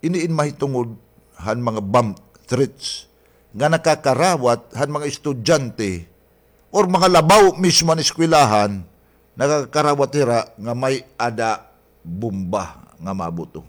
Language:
Waray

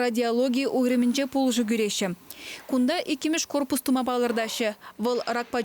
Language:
Chuvash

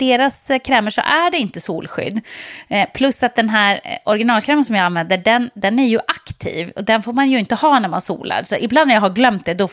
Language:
Swedish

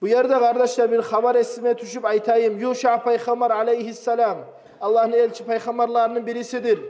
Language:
Kumyk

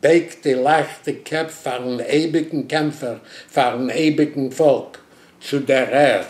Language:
Yiddish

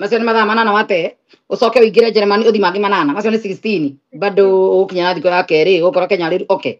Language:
Kikuyu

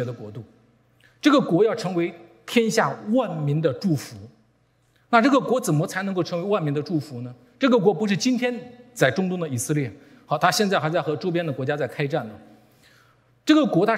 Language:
Chinese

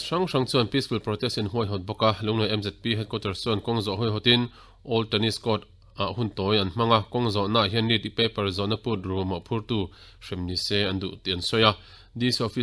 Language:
Mizo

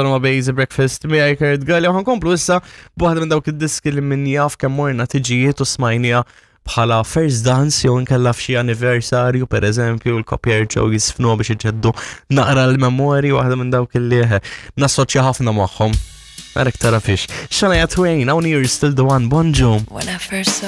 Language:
Maltese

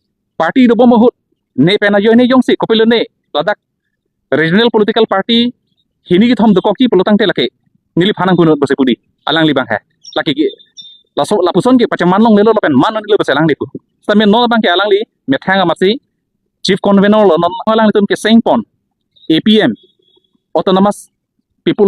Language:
Karbi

